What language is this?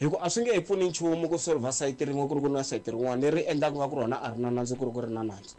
Tsonga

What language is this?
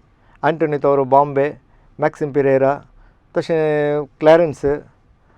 Konkani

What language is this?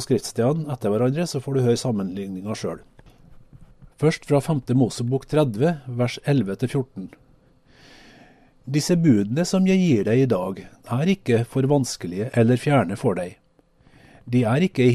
Norwegian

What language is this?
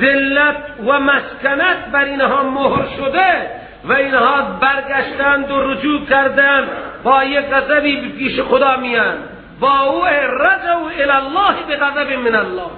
Persian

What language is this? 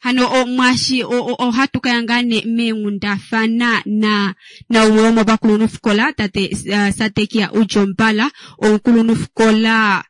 Kuanyama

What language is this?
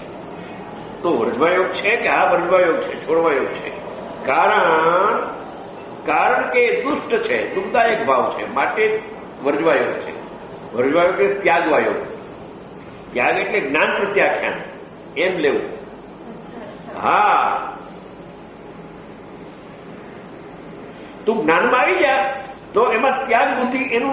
Gujarati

